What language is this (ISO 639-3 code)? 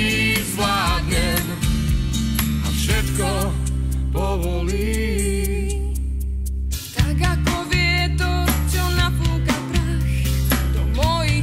slk